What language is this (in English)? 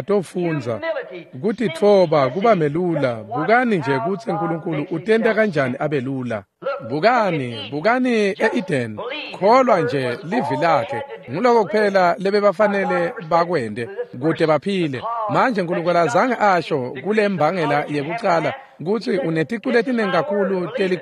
Swati